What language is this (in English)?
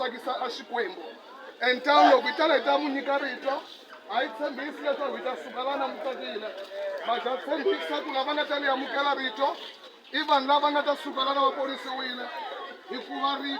Tsonga